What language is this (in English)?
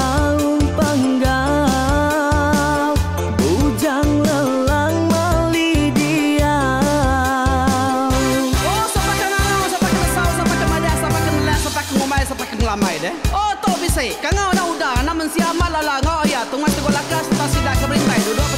Iban